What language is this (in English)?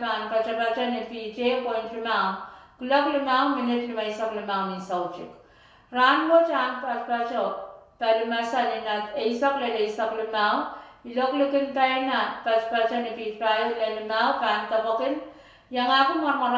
Pohnpeian